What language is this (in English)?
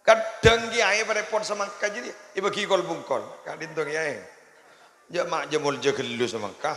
Madurese